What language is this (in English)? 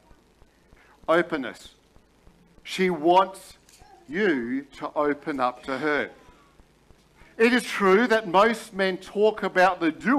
English